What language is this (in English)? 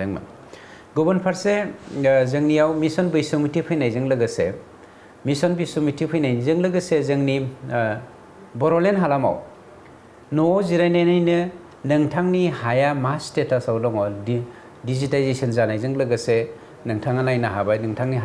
Bodo